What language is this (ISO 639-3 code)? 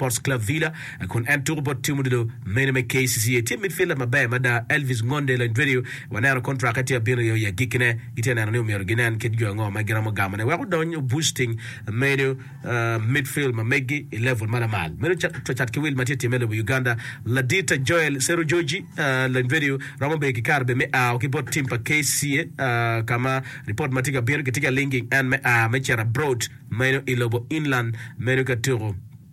ach